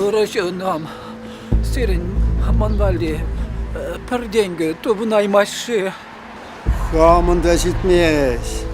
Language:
Chuvash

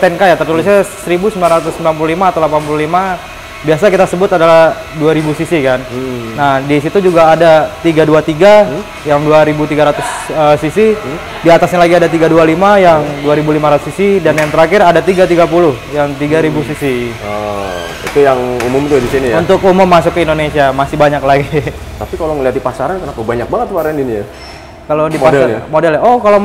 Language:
Indonesian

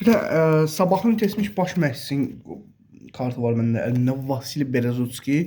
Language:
Azerbaijani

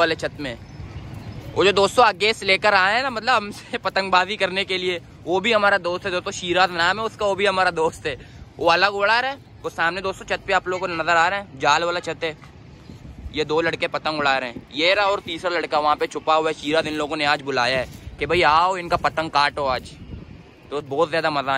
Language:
Hindi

